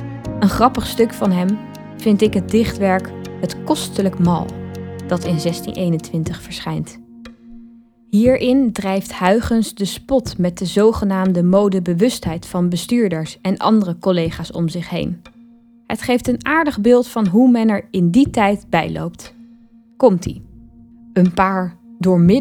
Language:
Dutch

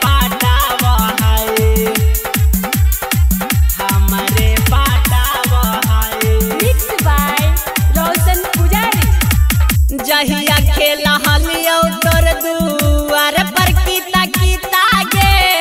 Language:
Magahi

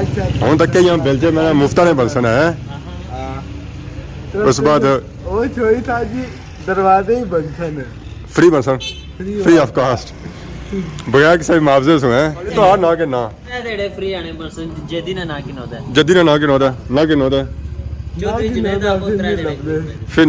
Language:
Pahari-Potwari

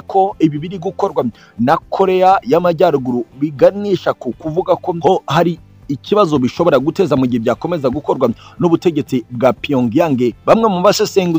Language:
Kinyarwanda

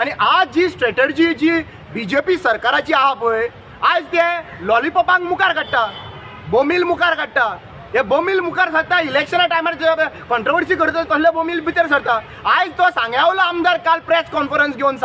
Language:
Konkani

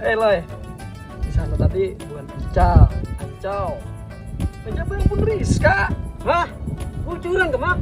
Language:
Banjar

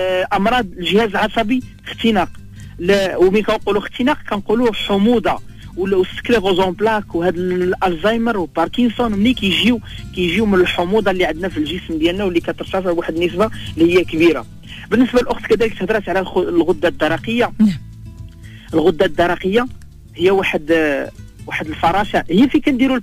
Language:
Moroccan Arabic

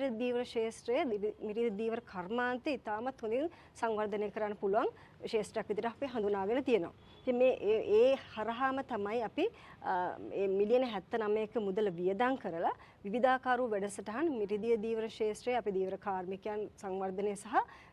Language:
Sinhala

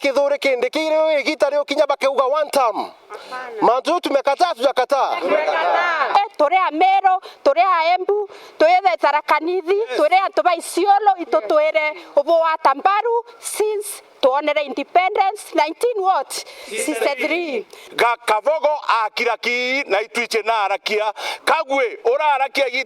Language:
Meru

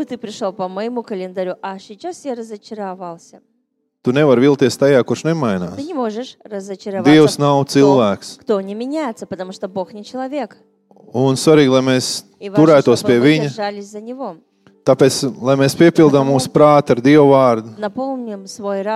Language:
Latvian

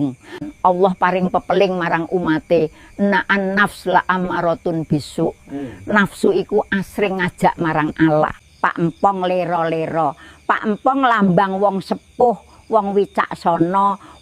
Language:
Javanese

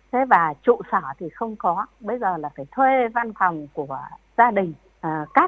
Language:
Vietnamese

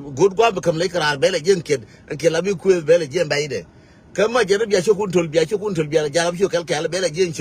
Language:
Nuer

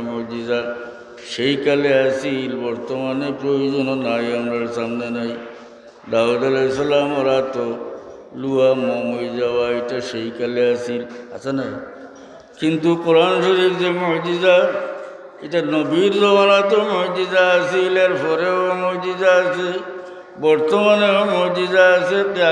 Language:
Sylheti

